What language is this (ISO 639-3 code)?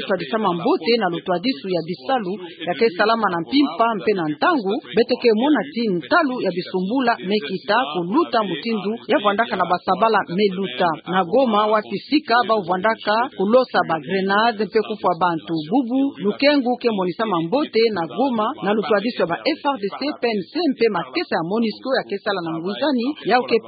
ktu